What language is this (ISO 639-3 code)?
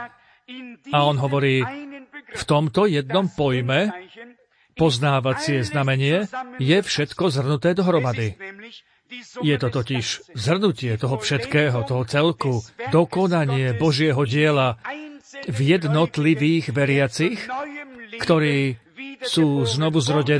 slk